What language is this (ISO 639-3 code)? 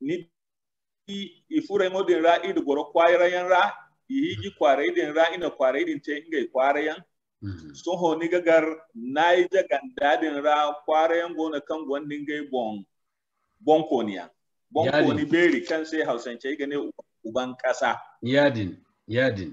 dje